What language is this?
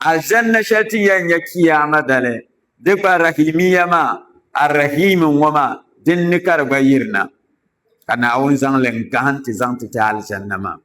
Dagbani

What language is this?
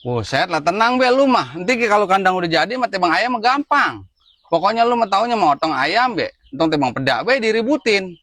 Betawi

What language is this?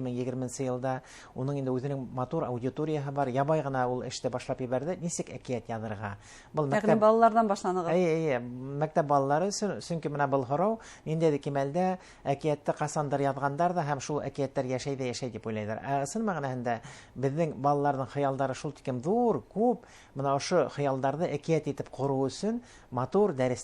Bashkir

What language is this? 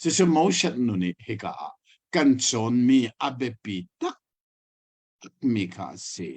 Hakha Chin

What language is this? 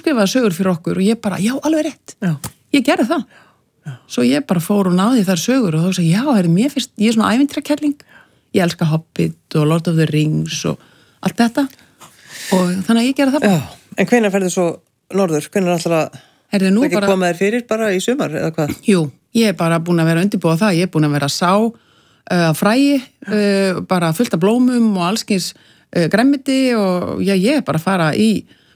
Icelandic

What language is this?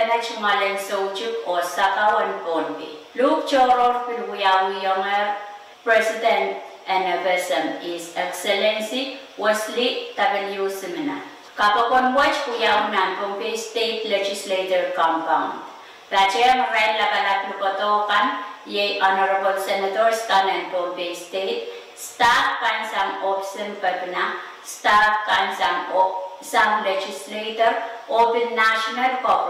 Pohnpeian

